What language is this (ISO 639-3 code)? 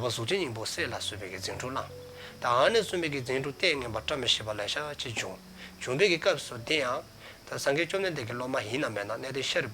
dzo